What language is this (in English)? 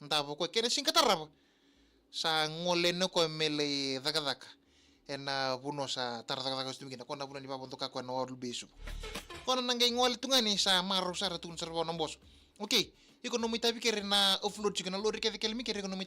Fijian